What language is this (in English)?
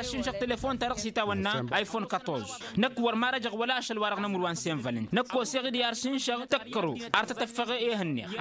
Tamasheq